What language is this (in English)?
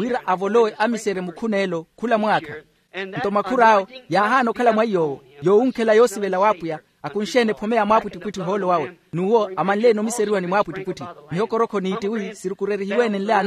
Makhuwa